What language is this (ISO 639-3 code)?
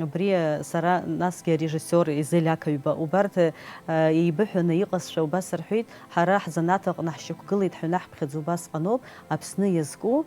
abk